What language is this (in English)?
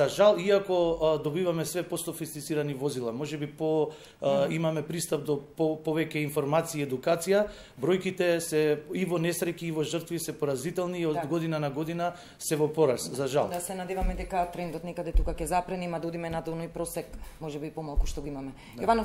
Macedonian